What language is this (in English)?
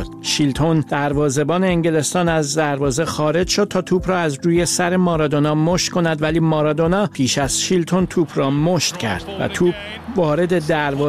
Persian